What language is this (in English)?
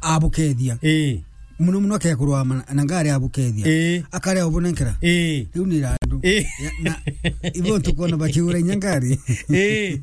Meru